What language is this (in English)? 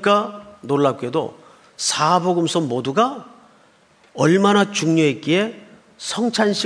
Korean